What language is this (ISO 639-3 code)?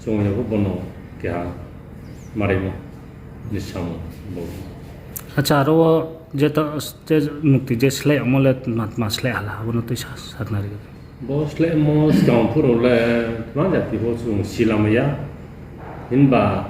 ria